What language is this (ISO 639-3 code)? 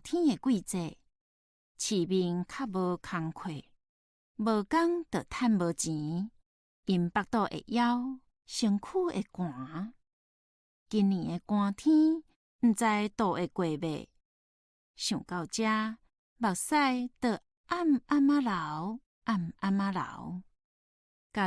nan